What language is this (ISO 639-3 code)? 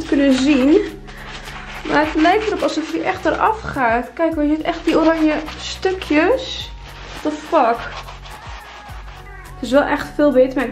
nld